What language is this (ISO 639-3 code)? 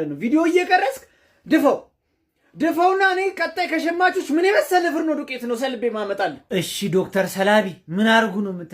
amh